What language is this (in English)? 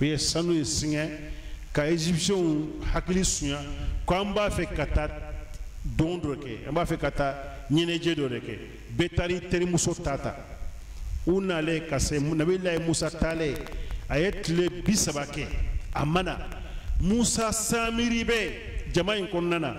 Bambara